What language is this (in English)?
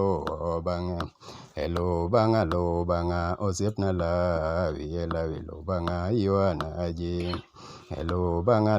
Luo (Kenya and Tanzania)